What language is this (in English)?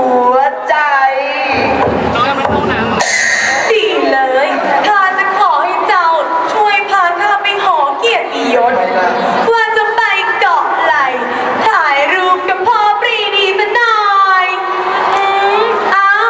Thai